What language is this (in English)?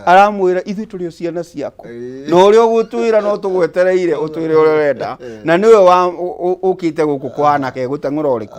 Kikuyu